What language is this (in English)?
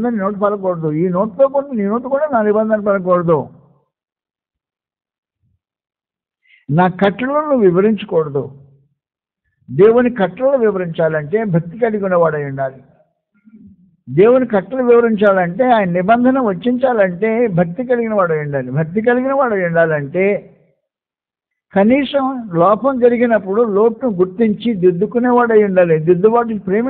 Telugu